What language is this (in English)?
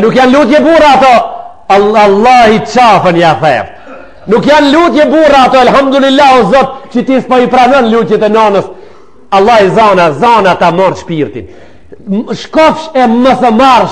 Albanian